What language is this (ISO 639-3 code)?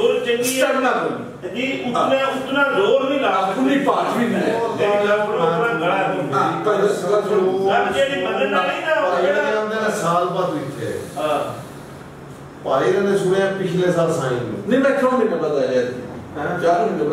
pan